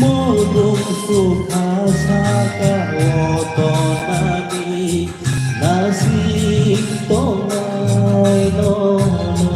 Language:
Kok Borok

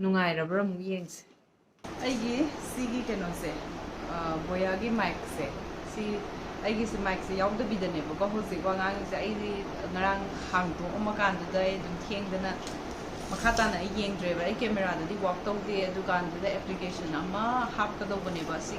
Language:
Manipuri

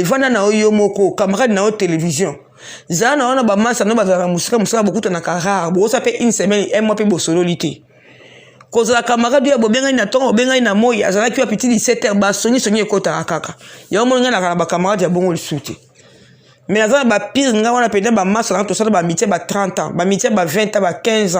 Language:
Lingala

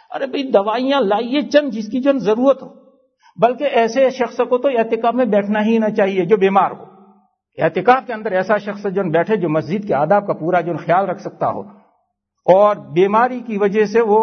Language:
Urdu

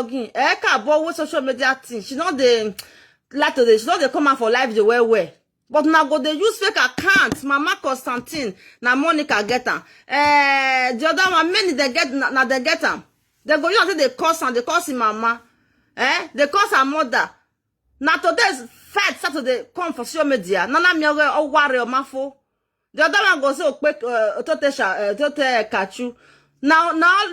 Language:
Nigerian Pidgin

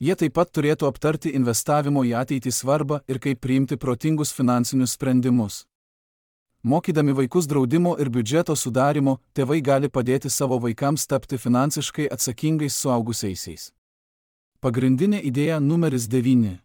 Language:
Lithuanian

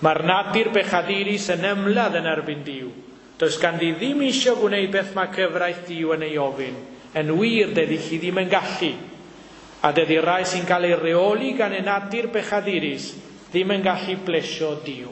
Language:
Welsh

